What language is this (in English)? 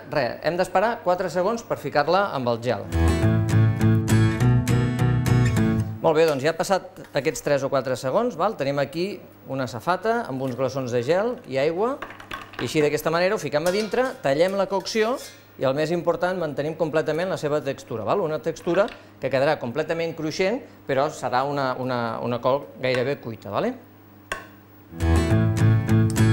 Catalan